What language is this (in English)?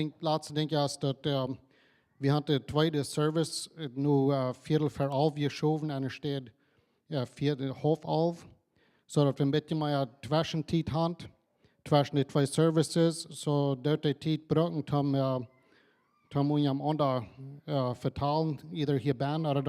Plautdietsch